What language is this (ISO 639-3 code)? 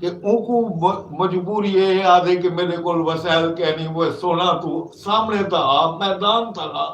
skr